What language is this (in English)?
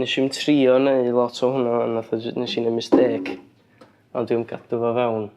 Welsh